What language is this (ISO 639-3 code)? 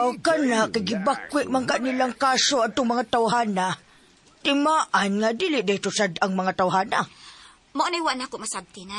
ceb